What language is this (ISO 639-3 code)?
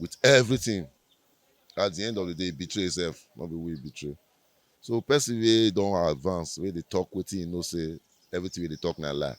pcm